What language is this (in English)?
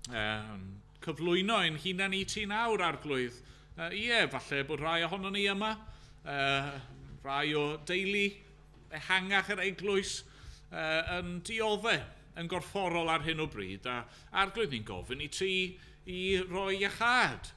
Welsh